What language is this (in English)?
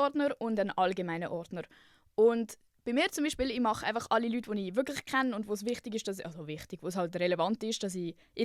Swiss German